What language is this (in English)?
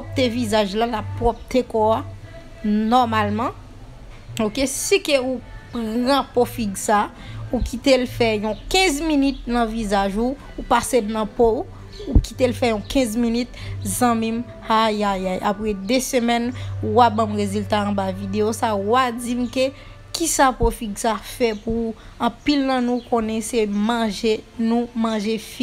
Haitian Creole